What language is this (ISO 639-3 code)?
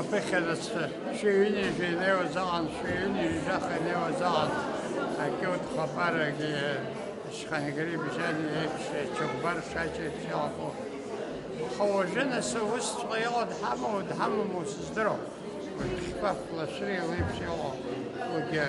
abk